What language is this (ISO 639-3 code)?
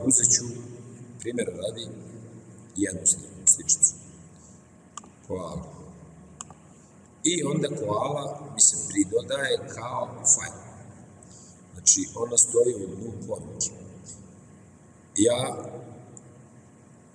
srp